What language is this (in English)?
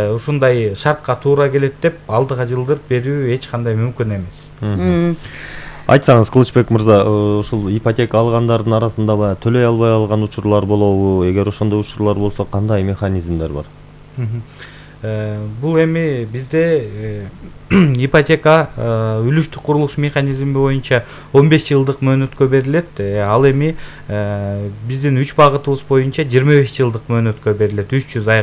Kyrgyz